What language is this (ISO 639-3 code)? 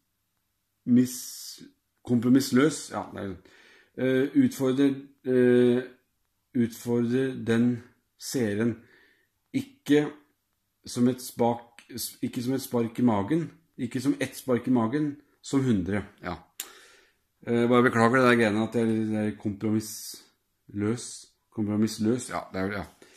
nor